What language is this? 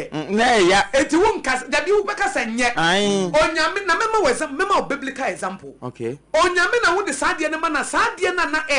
Akan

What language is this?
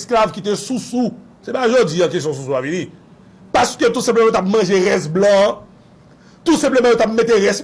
Haitian Creole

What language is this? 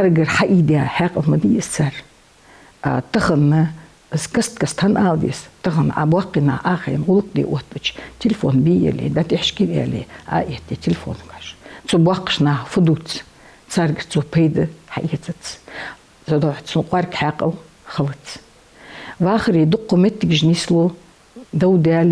Ingush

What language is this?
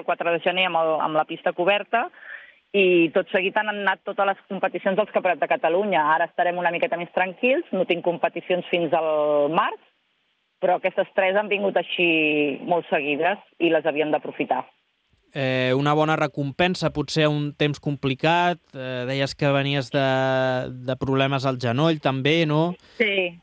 Catalan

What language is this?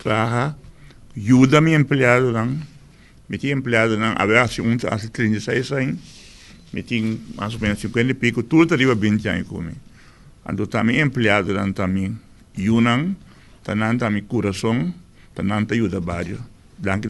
Papiamento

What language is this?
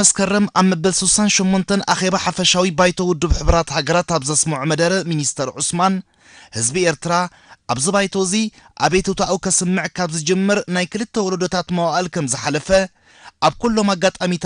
Tigrinya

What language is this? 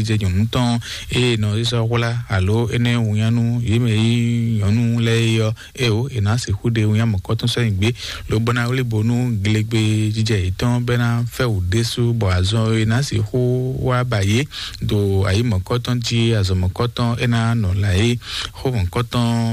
Fon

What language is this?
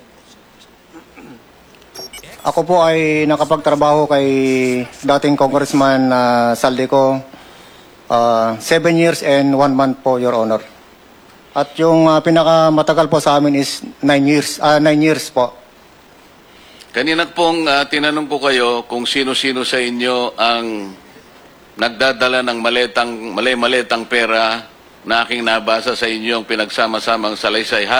Filipino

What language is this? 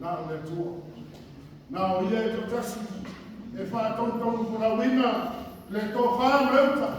Samoan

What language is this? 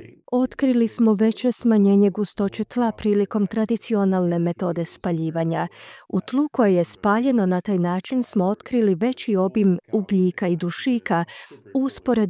Croatian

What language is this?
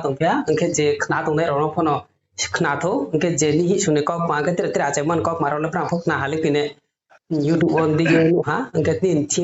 Riang (India)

